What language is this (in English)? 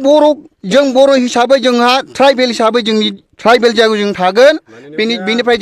Bodo